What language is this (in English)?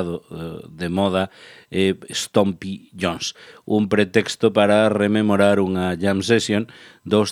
Galician